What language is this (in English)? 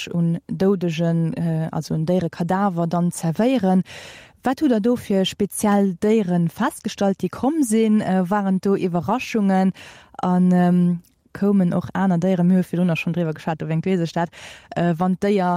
Luxembourgish